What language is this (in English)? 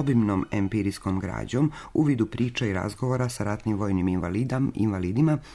Serbian